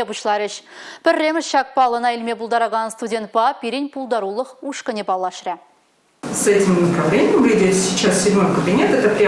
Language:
Chuvash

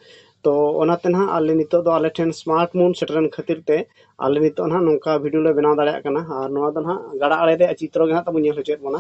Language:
Santali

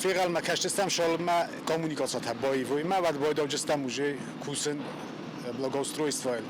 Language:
Ossetic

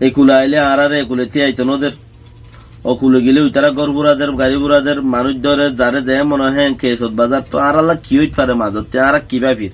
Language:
Rohingya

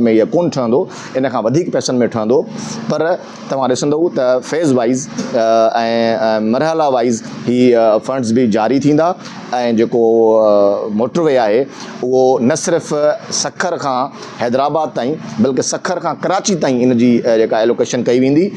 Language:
Sindhi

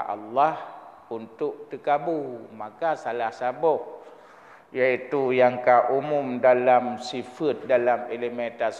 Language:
Achinese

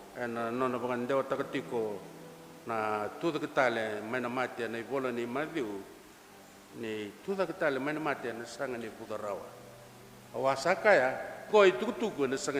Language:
Fijian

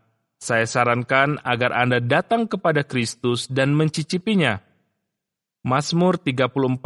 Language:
Indonesian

